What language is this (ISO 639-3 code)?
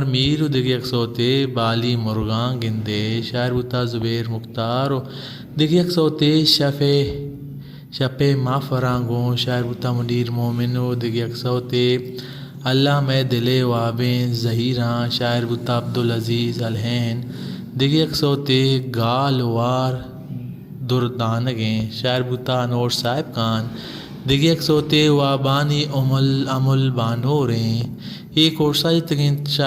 bal